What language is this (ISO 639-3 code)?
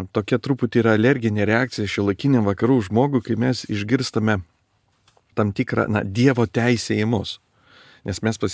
lit